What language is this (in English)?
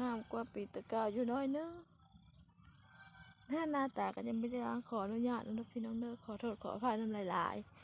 Lao